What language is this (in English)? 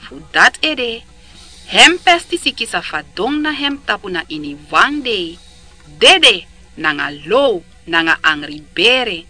Sranan Tongo